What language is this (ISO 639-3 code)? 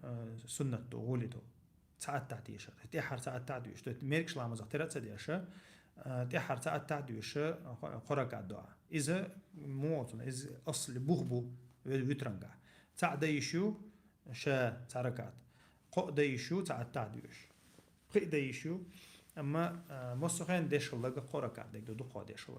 che